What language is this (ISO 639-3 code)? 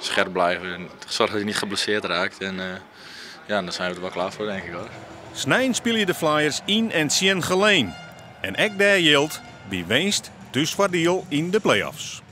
fry